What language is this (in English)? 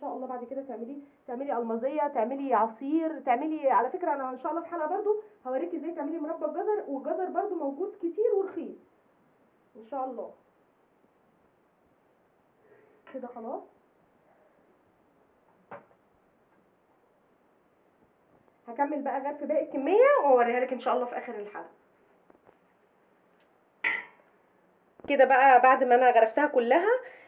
Egyptian Arabic